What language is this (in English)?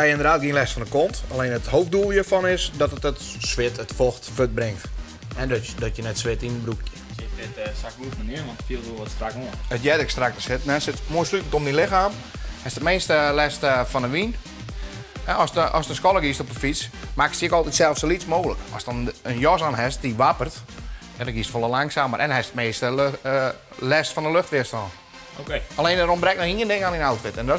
Western Frisian